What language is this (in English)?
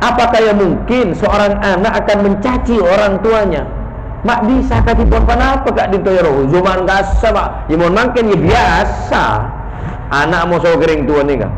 Madurese